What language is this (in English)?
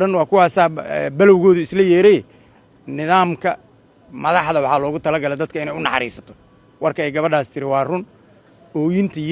Somali